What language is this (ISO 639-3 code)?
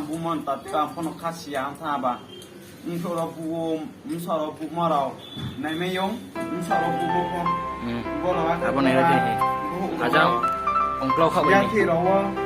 ria